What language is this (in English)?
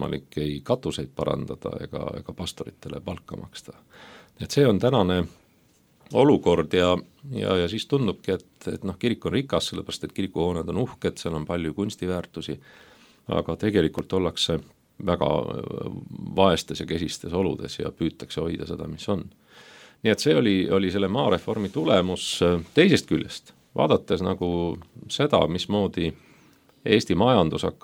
Estonian